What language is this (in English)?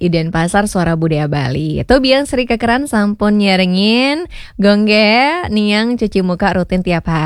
Balinese